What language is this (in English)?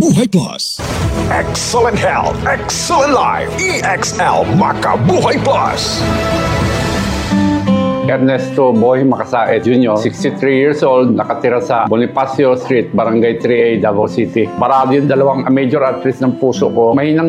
Filipino